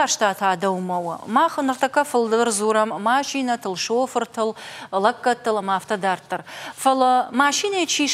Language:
Ossetic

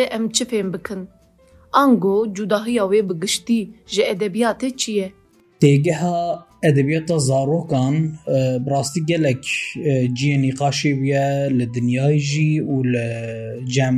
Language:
Kurdish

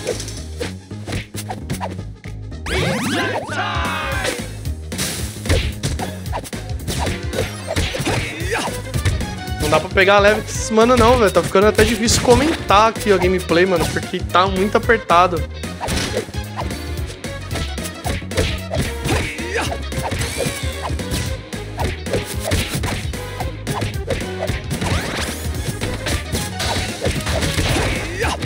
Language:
Portuguese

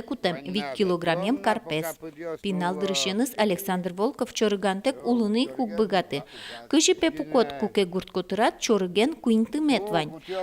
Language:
Udmurt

